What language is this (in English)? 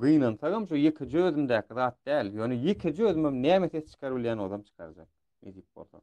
Turkmen